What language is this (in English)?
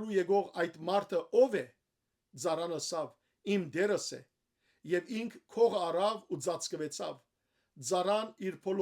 Western Armenian